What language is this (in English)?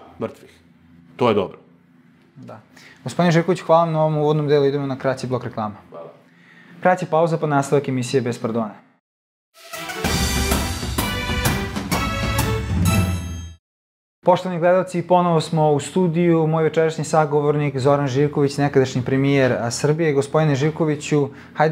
Serbian